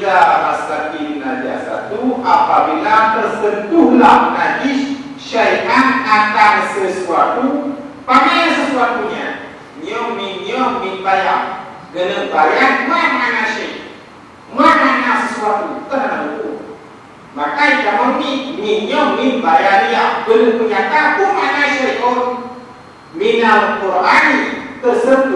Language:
Achinese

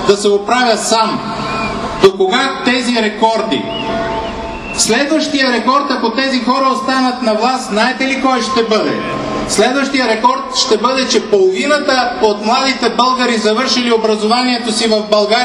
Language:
Bulgarian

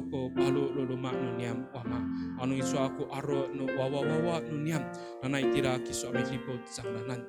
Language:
Amis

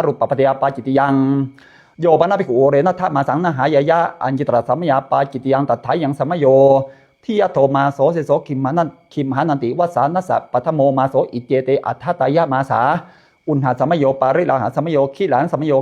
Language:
Pali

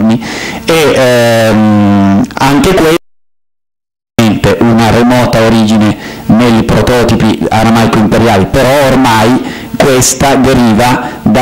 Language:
Italian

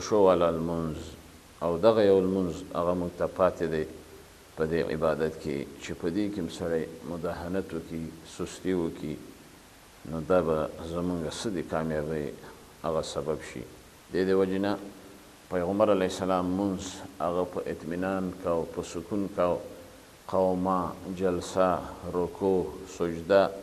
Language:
Pashto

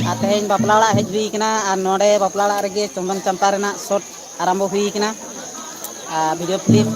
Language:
Santali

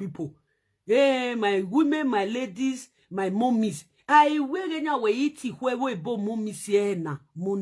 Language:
Nigerian Pidgin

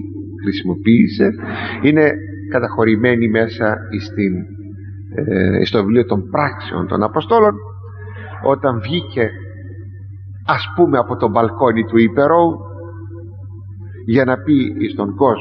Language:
Greek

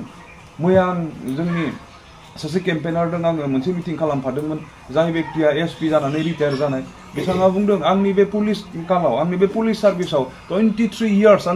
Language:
Bodo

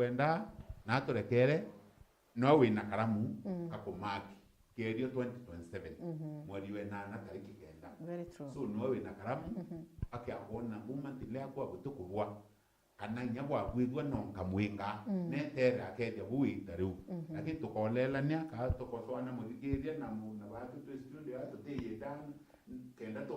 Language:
Meru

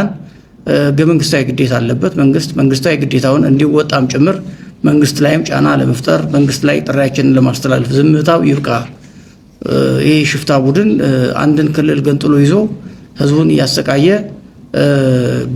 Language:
Amharic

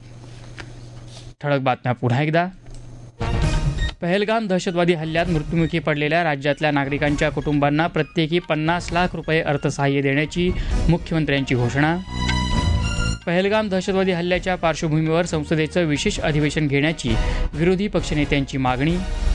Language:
Marathi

